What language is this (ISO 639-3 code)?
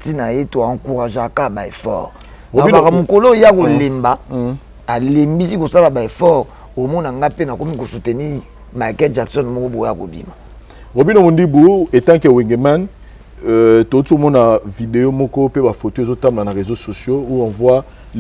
lin